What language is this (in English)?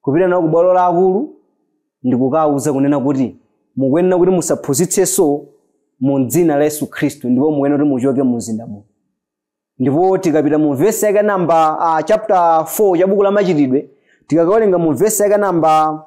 Nyanja